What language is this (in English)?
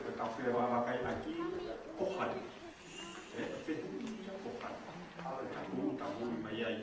Tongan